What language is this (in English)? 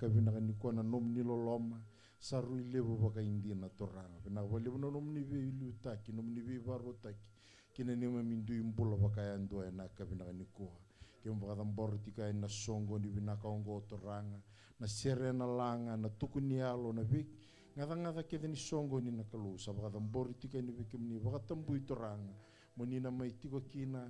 Fijian